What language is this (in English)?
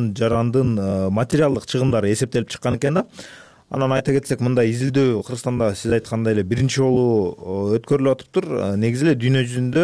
Kyrgyz